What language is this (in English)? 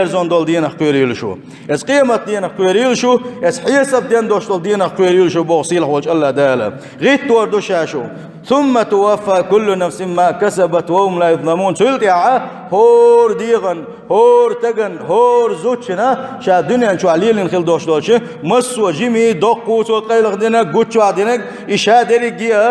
Chechen